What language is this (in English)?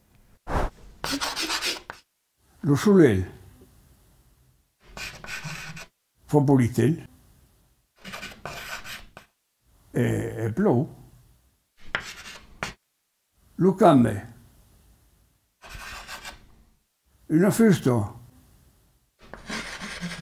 Occitan